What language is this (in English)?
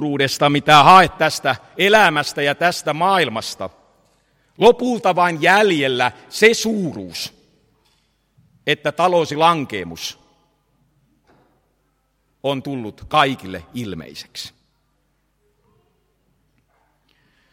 Finnish